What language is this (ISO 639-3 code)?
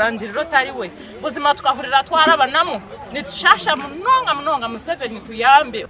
nyn